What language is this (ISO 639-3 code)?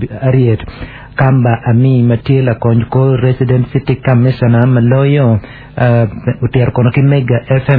ach